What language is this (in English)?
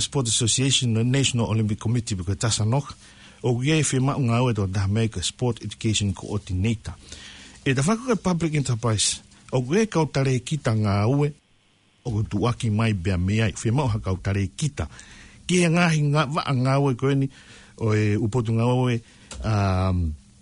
Tongan